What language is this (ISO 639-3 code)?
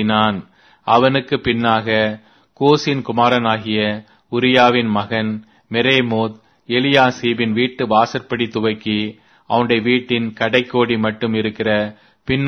tam